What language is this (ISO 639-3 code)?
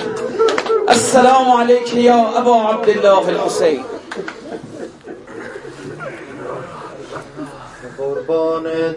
fas